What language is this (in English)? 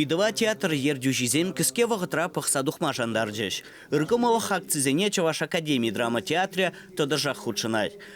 Chuvash